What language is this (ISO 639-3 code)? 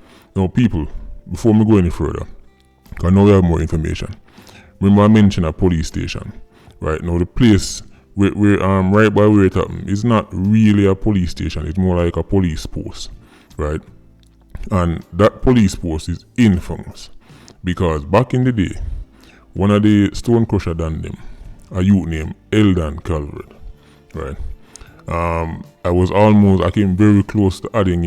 jam